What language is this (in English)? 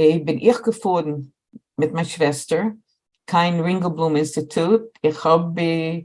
Yiddish